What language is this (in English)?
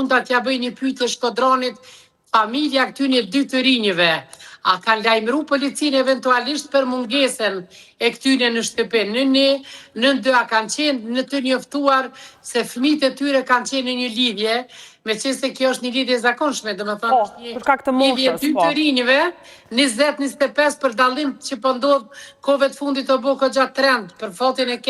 Albanian